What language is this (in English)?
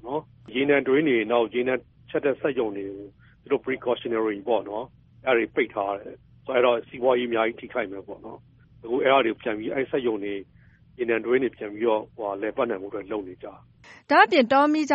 Burmese